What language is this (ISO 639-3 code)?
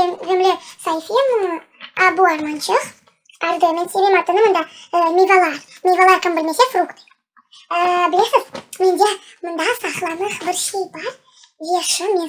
crh